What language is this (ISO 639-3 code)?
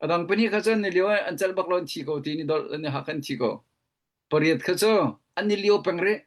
cnh